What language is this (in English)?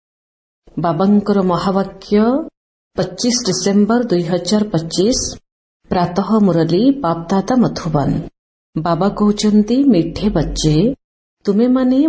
Odia